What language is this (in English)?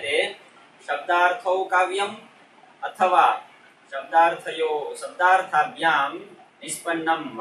Sanskrit